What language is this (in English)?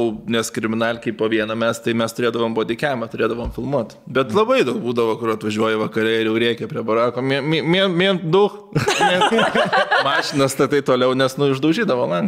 Lithuanian